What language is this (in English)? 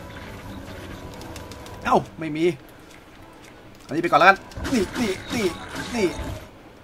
Thai